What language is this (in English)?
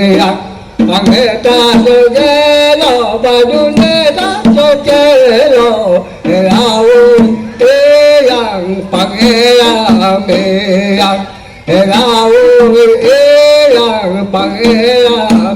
Karbi